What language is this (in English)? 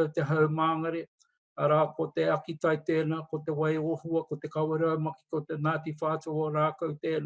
Māori